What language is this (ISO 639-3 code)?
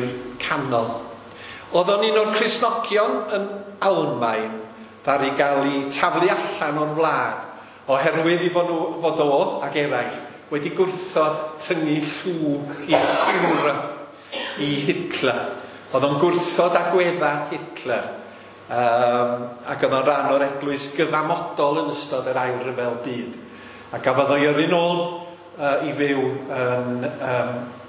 cym